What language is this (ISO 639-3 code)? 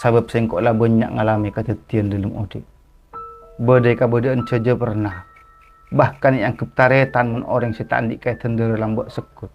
mad